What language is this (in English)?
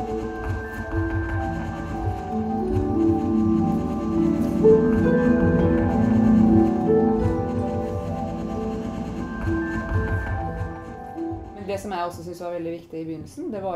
Norwegian